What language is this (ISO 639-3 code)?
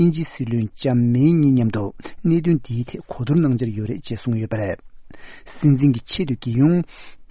bod